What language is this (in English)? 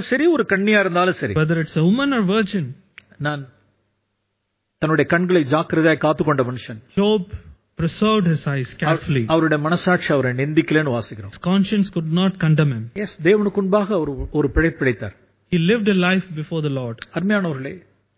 Tamil